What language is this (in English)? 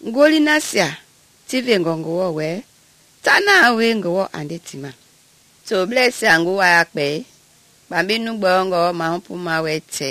Mende